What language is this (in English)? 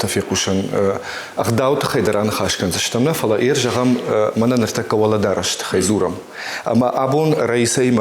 Ossetic